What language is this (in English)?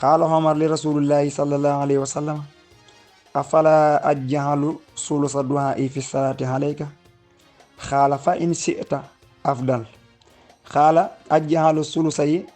Wolof